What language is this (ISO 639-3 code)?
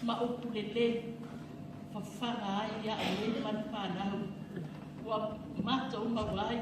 smo